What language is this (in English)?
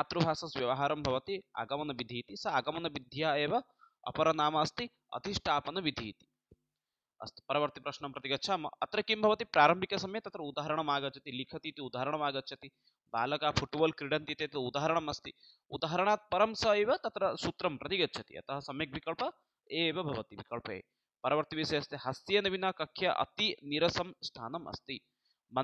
Sanskrit